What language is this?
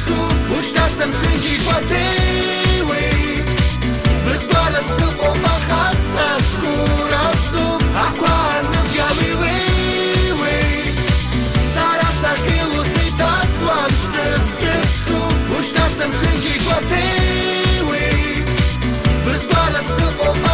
Abkhazian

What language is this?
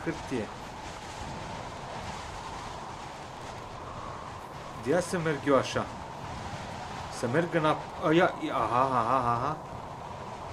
Romanian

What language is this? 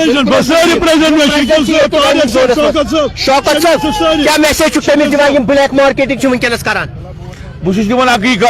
Kashmiri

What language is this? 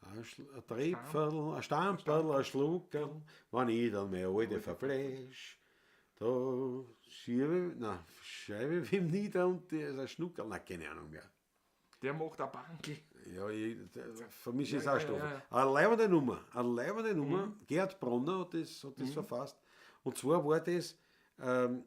Bavarian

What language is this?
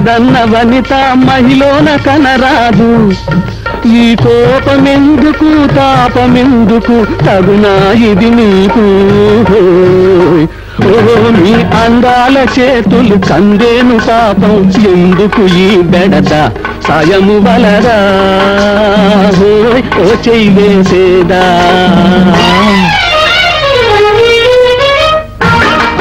Telugu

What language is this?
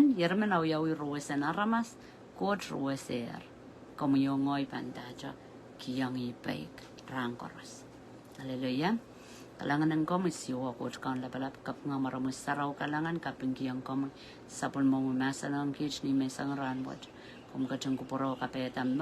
Pohnpeian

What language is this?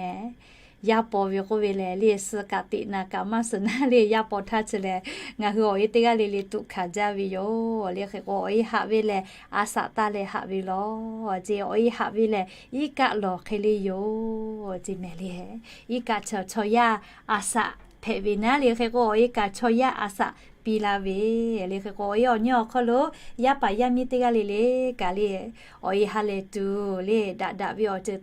Lahu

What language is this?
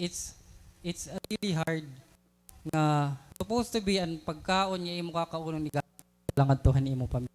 Waray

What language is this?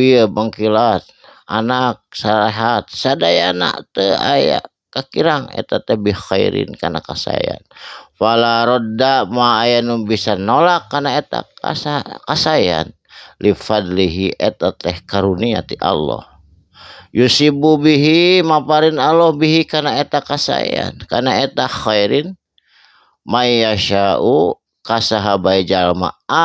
Sundanese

